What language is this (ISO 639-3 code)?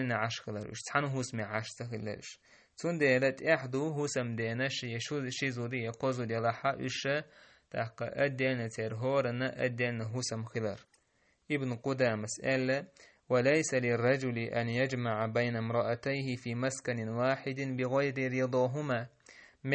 che